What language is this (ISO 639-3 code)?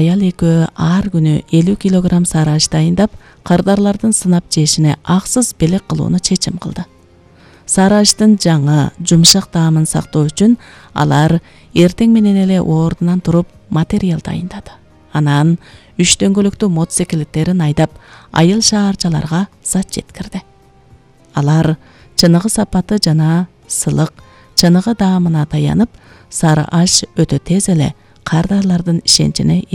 kir